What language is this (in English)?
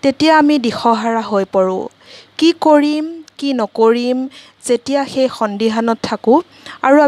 Assamese